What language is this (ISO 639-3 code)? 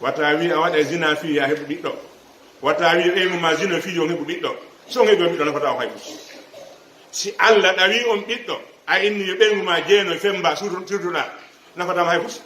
ful